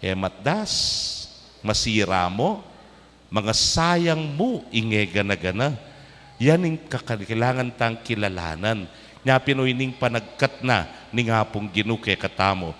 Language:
Pampanga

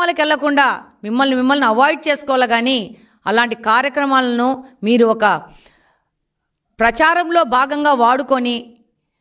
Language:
Telugu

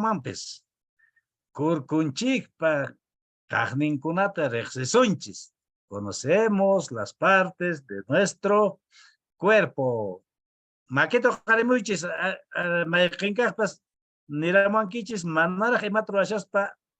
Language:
Quechua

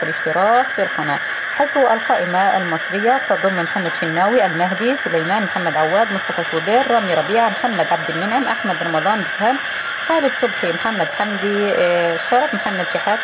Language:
Arabic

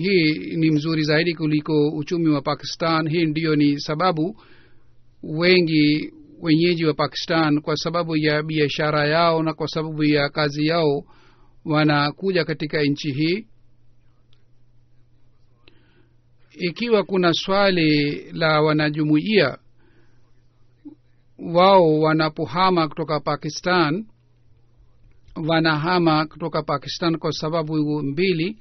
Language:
Swahili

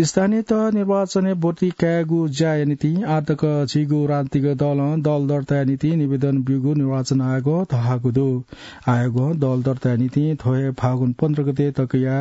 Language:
Newari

